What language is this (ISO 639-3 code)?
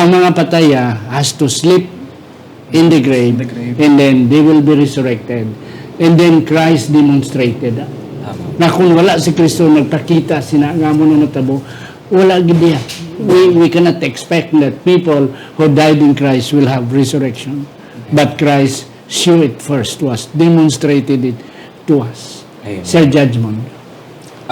hil